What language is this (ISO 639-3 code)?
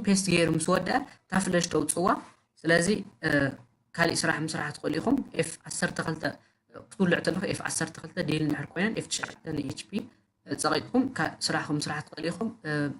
tir